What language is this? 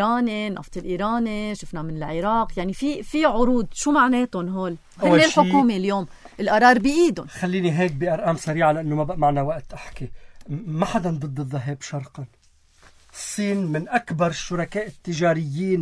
North Levantine Arabic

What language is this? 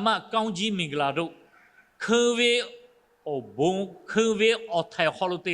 Lahu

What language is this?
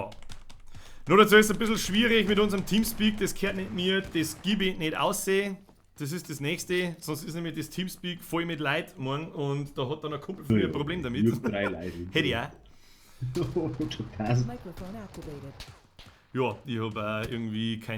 Bavarian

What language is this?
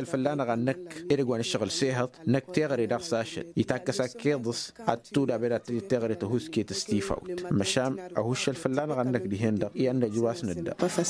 Tamasheq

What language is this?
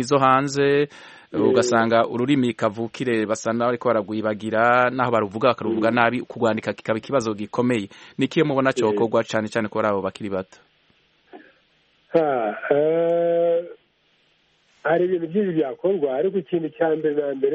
Kinyarwanda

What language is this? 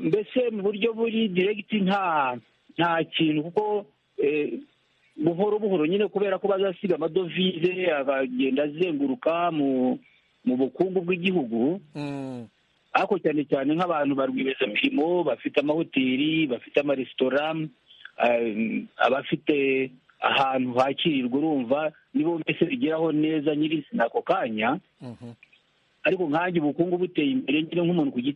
Kinyarwanda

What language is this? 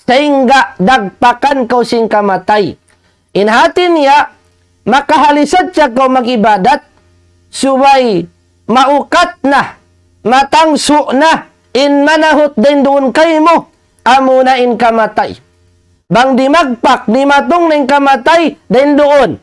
Tausug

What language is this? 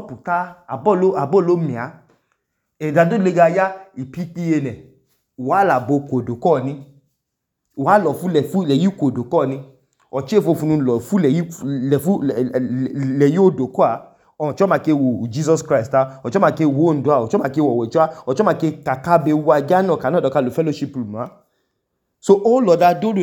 Idoma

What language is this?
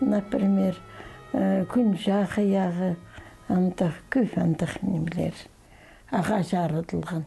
Khakas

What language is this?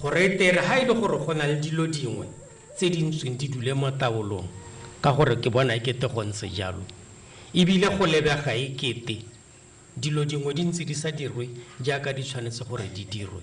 Tswana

